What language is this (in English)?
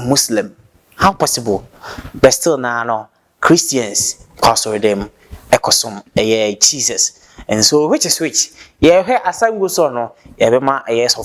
Akan